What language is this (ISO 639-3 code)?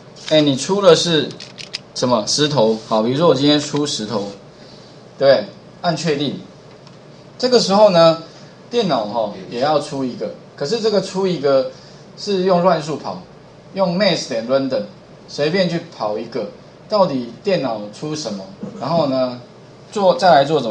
zho